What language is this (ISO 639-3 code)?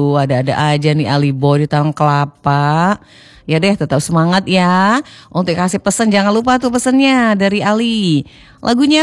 ind